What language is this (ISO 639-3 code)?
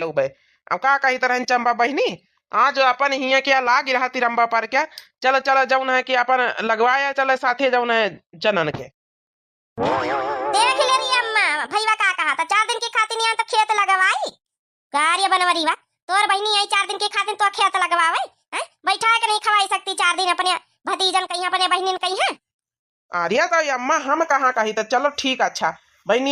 awa